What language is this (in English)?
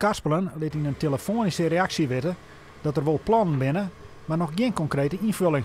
Western Frisian